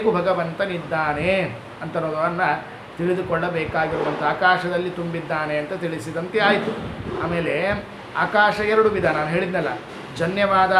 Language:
Kannada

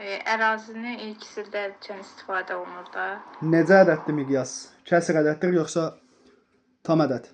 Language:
Azerbaijani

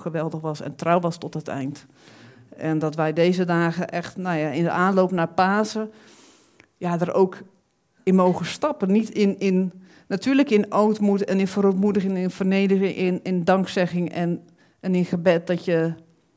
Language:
Dutch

